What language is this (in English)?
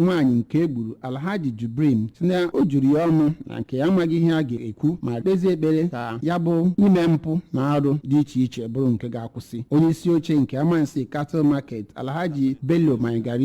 Igbo